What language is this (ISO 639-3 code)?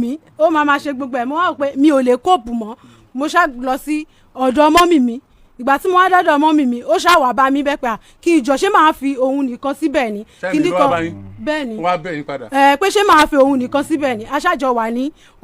yor